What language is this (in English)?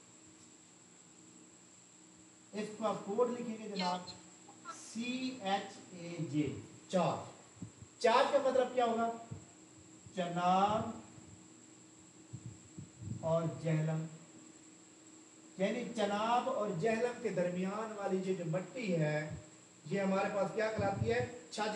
Urdu